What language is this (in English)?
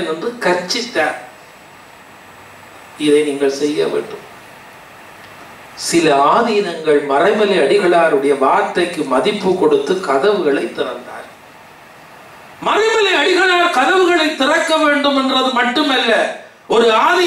Tamil